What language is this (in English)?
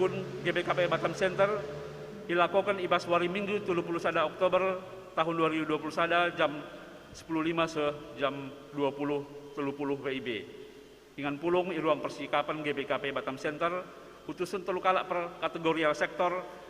Batak Karo